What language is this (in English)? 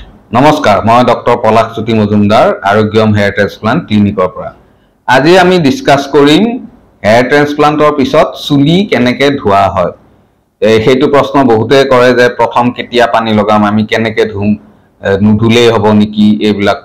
Assamese